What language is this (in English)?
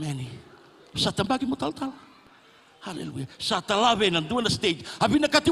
Fijian